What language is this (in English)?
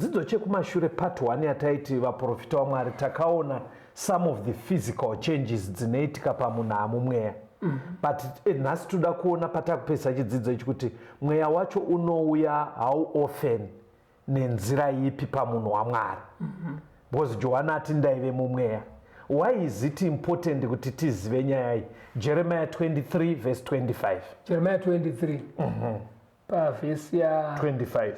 Shona